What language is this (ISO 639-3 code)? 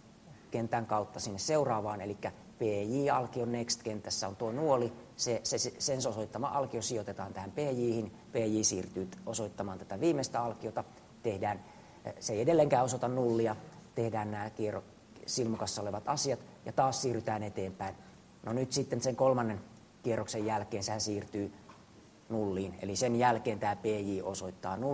fin